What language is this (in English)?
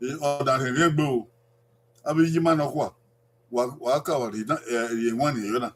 Bini